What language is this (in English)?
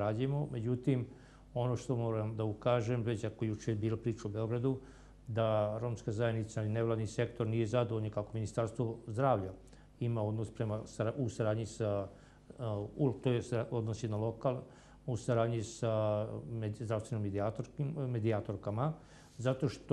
Serbian